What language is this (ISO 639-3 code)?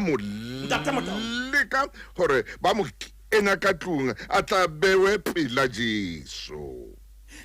sot